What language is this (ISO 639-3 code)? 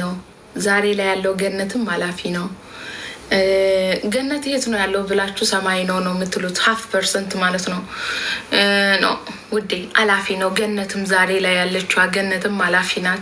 amh